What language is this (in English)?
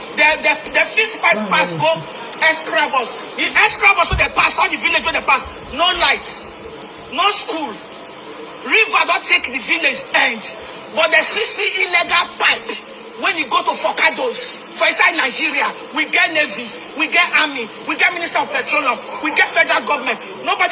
Nigerian Pidgin